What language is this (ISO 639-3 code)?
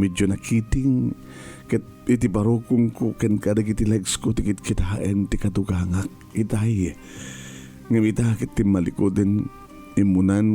ilo